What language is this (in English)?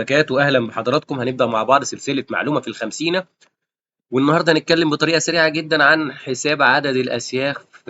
Egyptian Arabic